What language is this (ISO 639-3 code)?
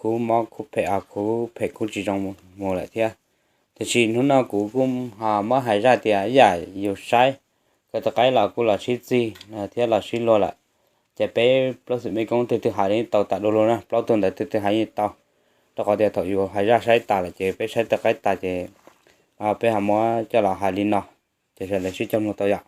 hmn